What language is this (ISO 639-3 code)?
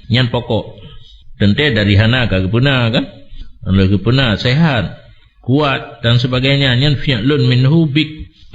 ace